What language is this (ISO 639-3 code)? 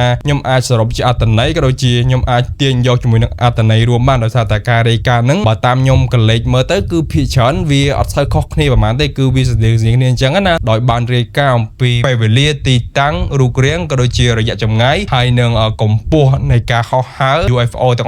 khm